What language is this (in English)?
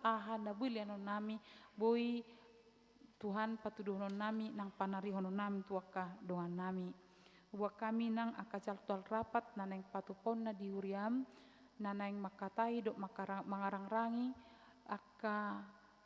Batak Toba